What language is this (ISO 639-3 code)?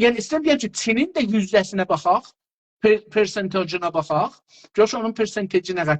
azb